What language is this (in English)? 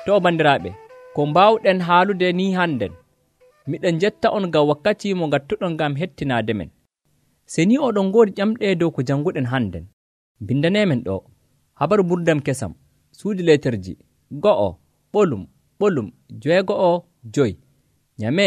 Nigerian Fulfulde